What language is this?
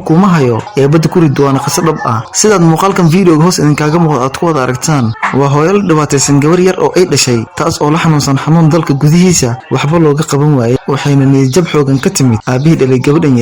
Somali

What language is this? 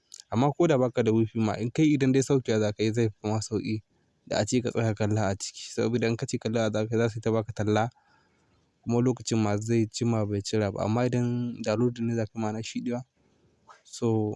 Hausa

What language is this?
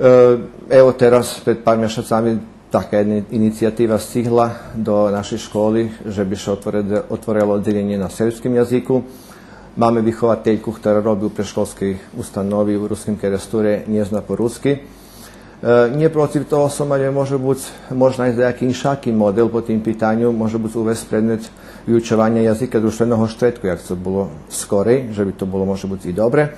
Rusyn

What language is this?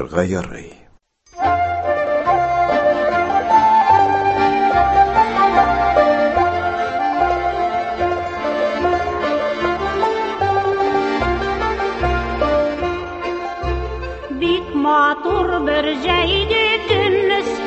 Tatar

